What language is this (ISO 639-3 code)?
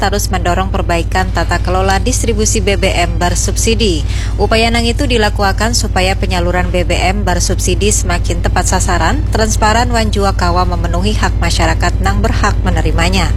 bjn